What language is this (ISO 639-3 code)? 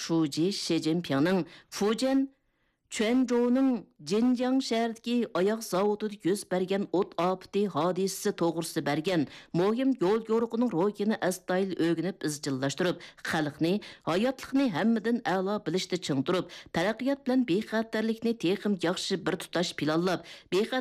uig